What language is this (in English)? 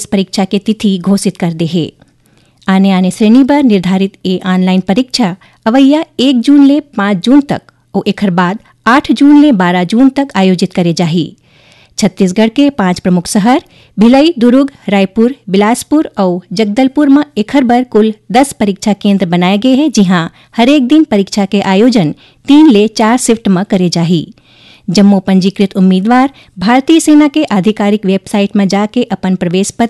Chhattisgarhi